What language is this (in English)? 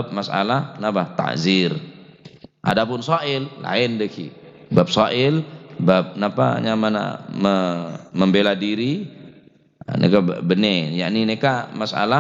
Madurese